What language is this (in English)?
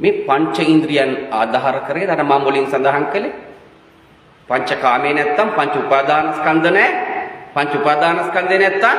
Sinhala